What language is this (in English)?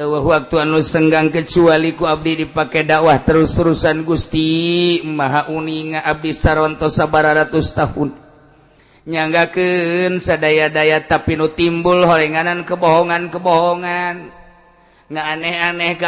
Sundanese